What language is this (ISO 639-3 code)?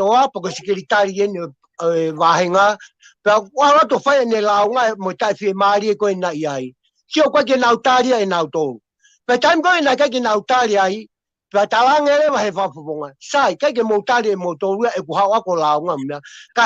ton